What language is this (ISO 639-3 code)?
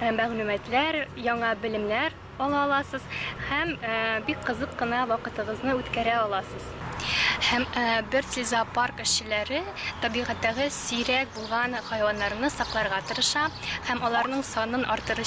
tat